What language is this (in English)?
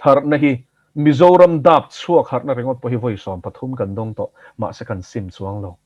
Mizo